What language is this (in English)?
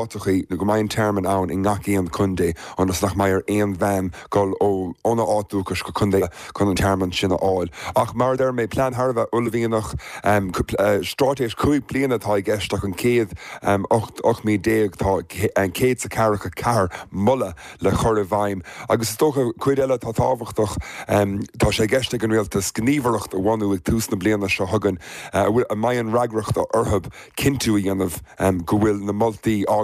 Irish